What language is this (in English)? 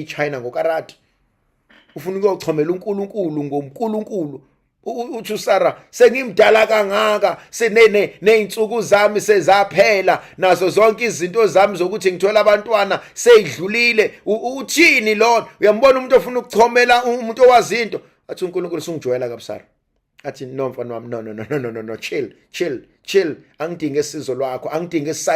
Zulu